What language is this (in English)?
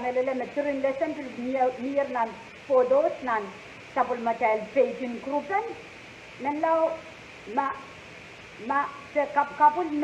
Pohnpeian